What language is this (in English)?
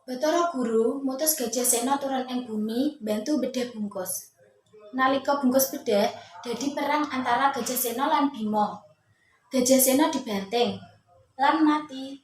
Javanese